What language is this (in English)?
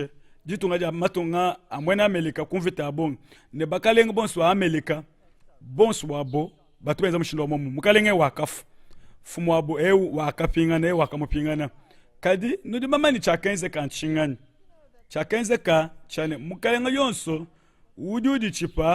Luba-Lulua